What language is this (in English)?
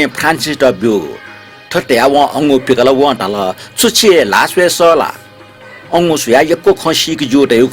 Newari